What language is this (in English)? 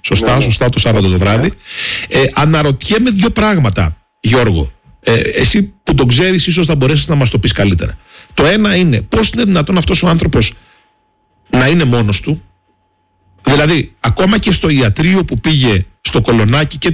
Greek